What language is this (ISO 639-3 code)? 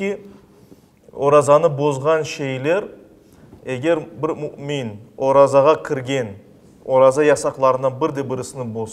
crh